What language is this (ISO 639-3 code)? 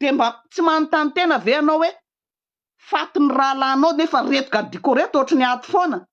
mlg